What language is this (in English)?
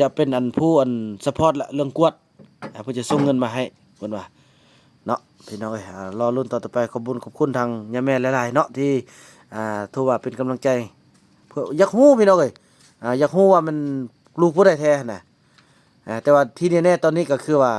Northeastern Thai